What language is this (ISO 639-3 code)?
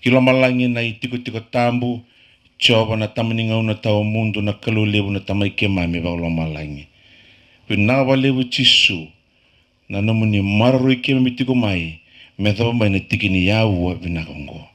fij